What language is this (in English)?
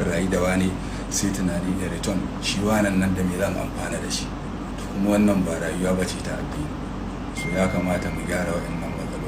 Hausa